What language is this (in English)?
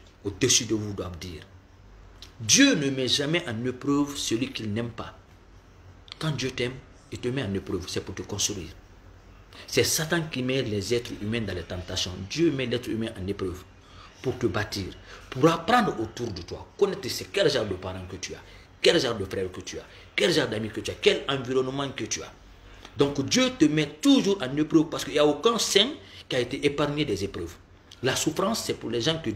French